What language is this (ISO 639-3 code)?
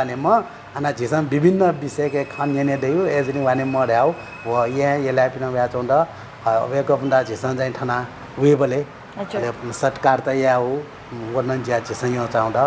new